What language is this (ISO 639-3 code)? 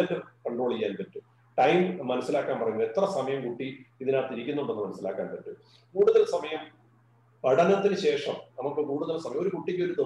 mal